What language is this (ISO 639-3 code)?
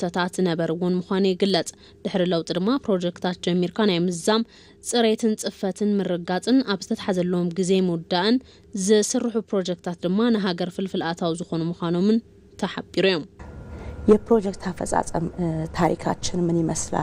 tir